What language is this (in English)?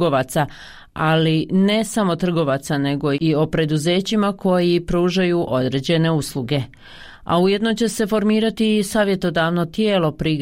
Croatian